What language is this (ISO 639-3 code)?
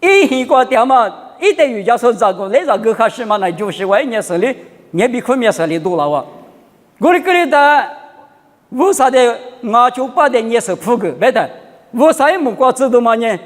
lis